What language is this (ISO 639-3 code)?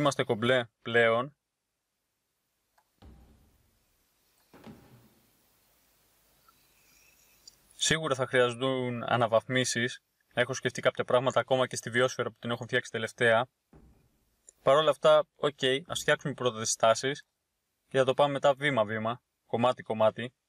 ell